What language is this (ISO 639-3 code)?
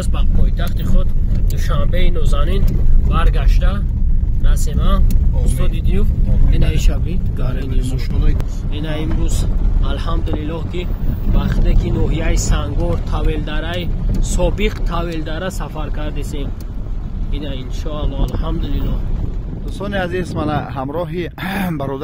tgk